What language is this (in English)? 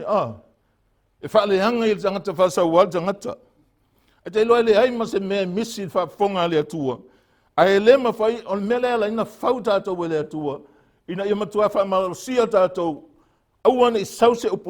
Samoan